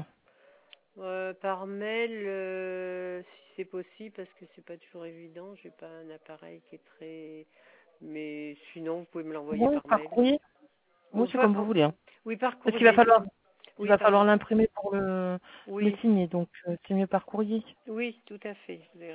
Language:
French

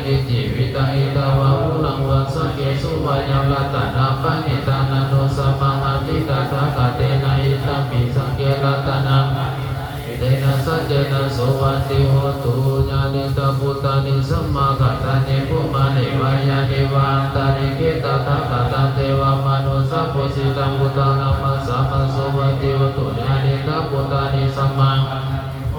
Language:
Pali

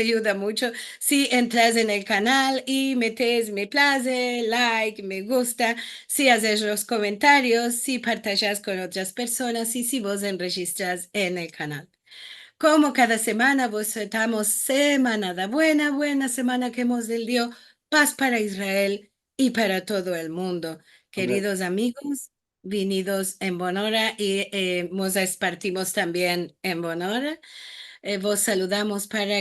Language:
Ladino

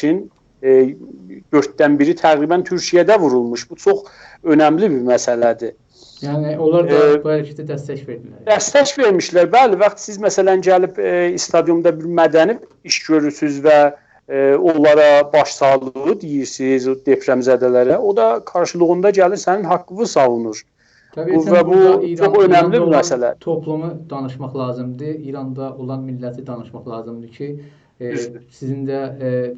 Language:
South Azerbaijani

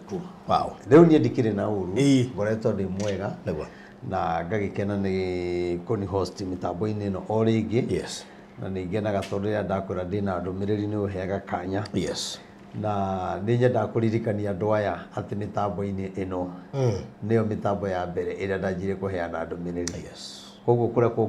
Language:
Kikuyu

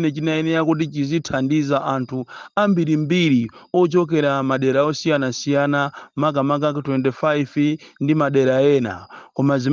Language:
Nyanja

